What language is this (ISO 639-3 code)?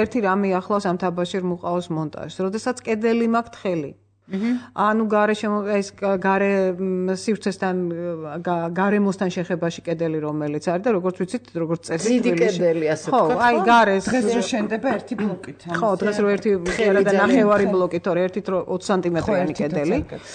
kat